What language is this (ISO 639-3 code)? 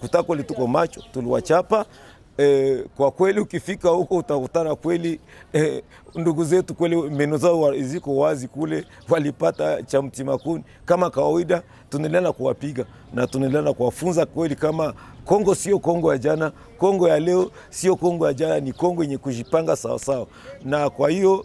swa